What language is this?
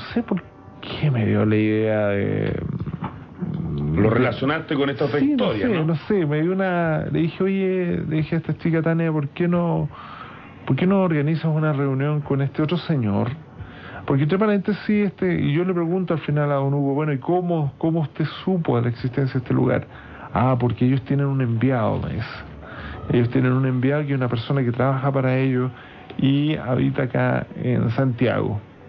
Spanish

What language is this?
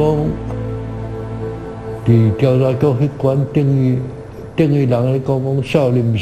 Min Nan Chinese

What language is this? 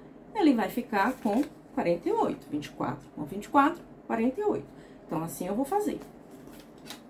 Portuguese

